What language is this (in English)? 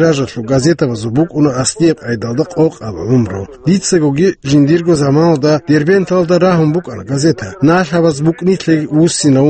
Avaric